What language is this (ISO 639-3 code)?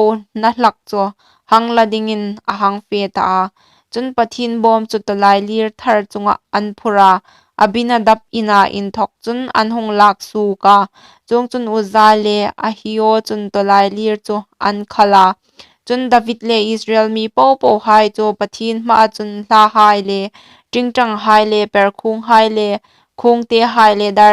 hmr